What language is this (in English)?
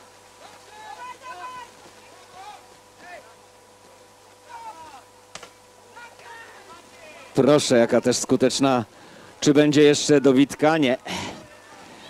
Polish